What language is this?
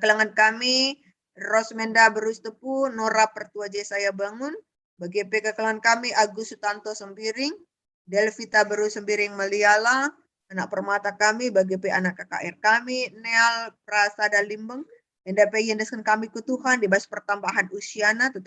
Batak Karo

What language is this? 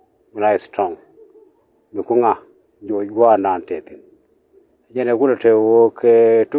Nuer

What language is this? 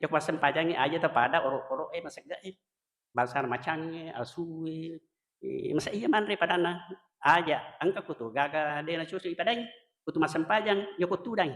Buginese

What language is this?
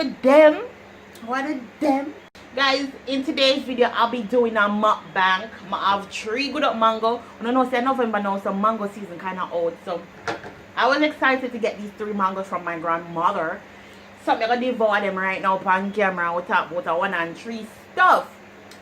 Jamaican Creole English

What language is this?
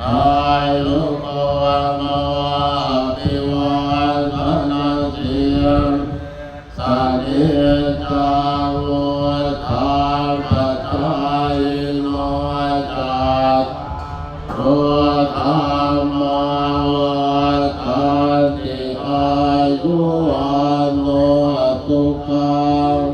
Pali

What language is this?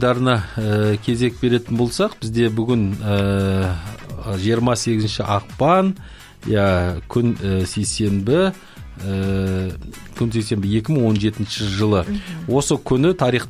Kazakh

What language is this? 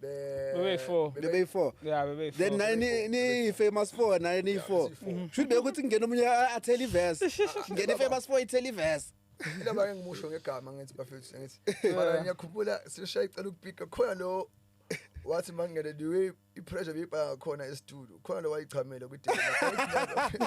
Zulu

